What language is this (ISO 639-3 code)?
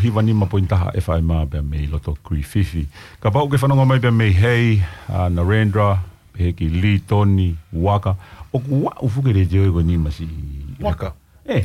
ton